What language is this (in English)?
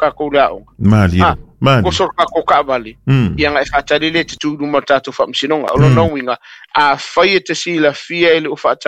Samoan